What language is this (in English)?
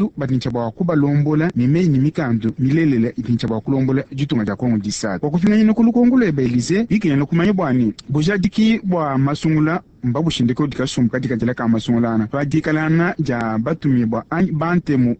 Luba-Lulua